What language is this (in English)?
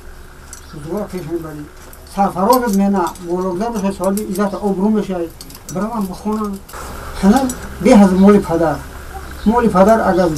Tajik